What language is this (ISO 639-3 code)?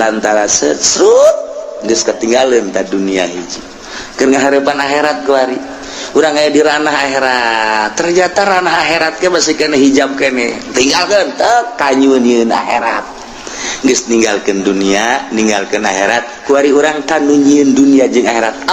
sun